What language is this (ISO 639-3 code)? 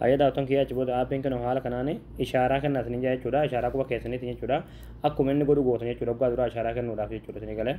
orm